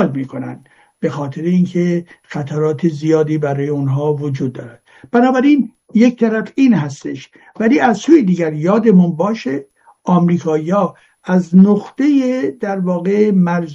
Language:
Persian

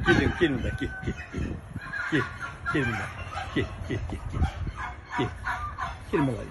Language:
Tatar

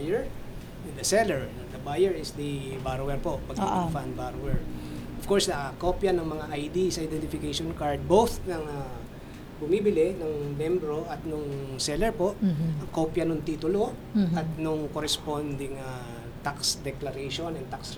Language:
Filipino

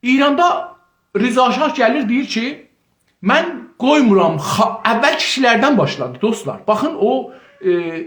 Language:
South Azerbaijani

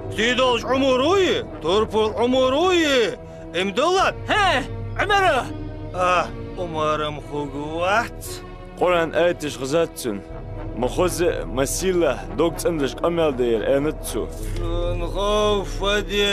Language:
Ingush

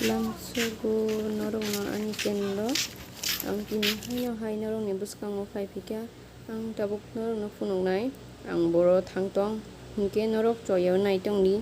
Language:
Kok Borok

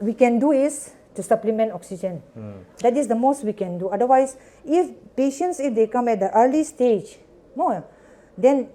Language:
Paite Chin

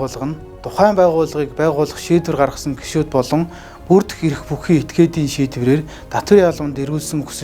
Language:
Mongolian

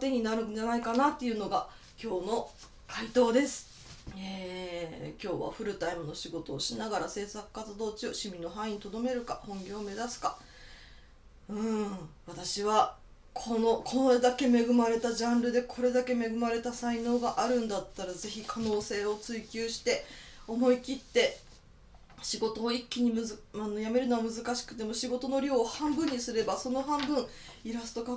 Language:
Japanese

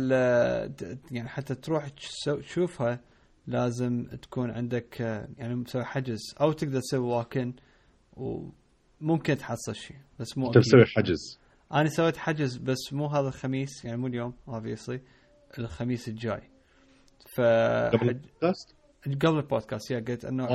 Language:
Mesopotamian Arabic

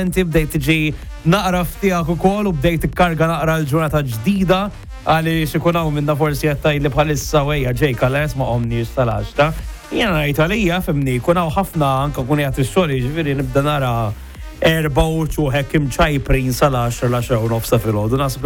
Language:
Maltese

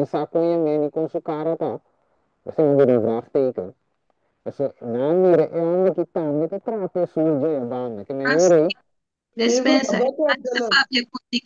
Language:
Papiamento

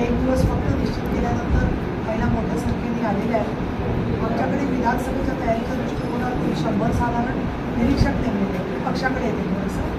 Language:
Marathi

